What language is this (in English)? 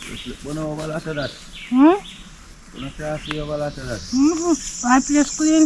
Jamaican Creole English